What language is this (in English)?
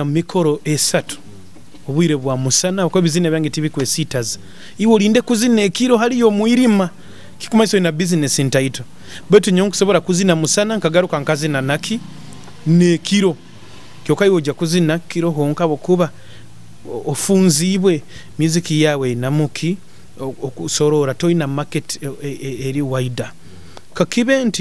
Nyoro